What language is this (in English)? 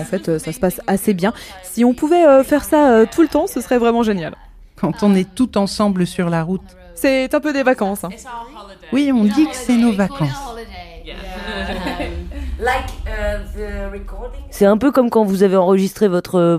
French